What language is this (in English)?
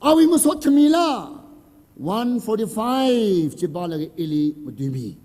Tangkhul Naga (India)